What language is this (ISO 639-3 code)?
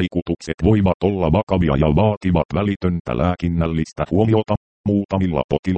fin